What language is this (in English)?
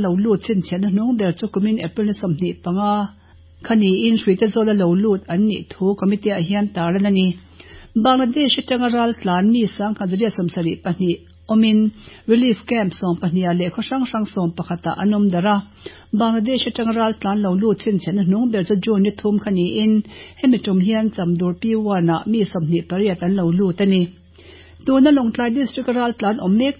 Mizo